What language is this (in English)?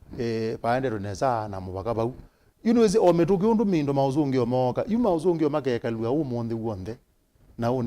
Kamba